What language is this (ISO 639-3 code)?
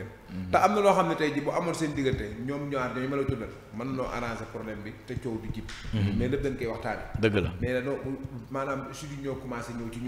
wol